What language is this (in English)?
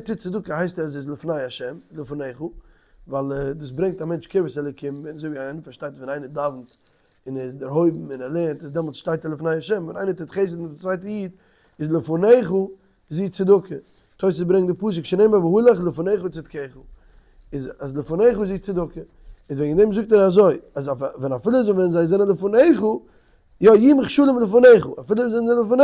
Yiddish